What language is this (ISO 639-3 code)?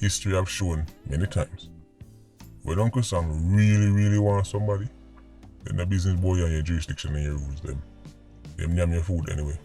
jam